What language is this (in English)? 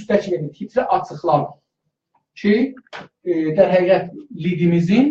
South Azerbaijani